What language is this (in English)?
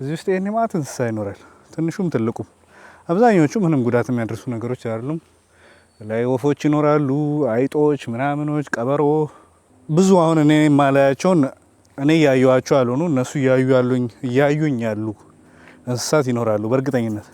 Amharic